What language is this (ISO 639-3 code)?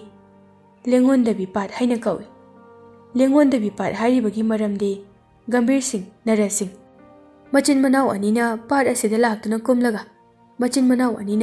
mni